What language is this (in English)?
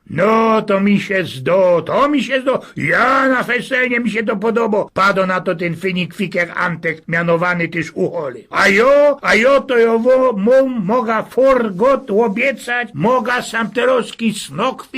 Silesian